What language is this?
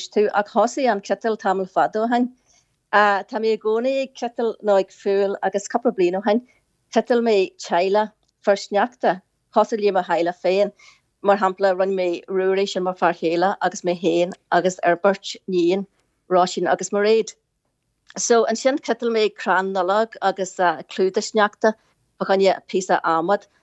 Irish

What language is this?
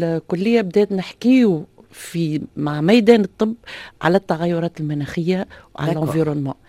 Tunisian Arabic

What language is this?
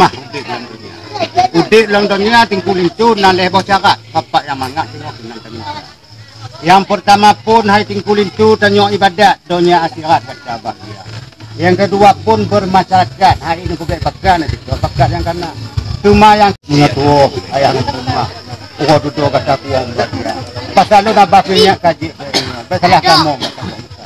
Achinese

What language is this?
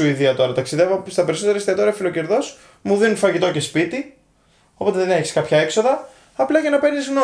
Greek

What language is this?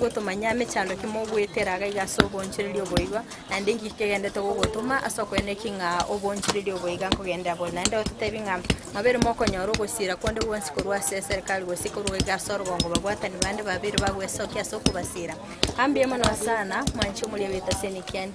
Gusii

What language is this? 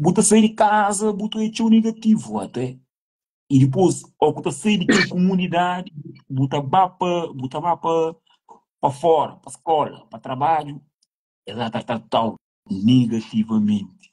Kabuverdianu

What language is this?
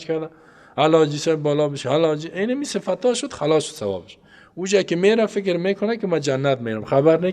Persian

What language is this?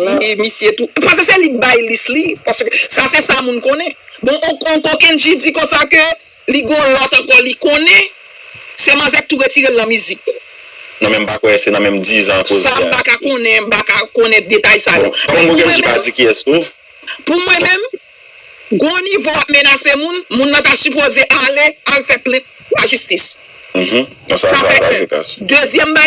Haitian Creole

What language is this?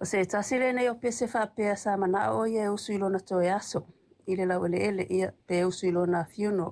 Samoan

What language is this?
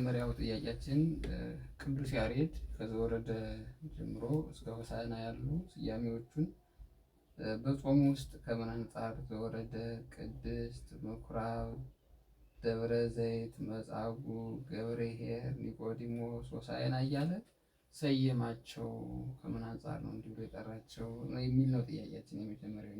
Amharic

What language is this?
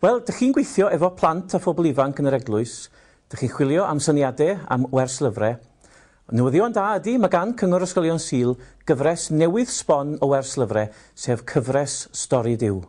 Welsh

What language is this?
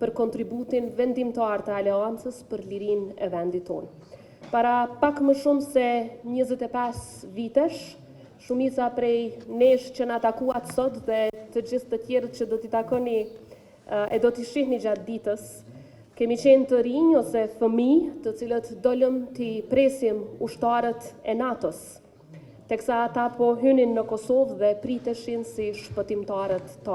Albanian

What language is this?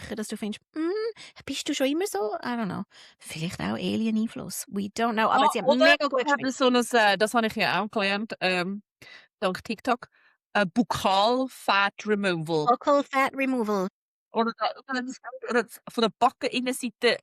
Swiss German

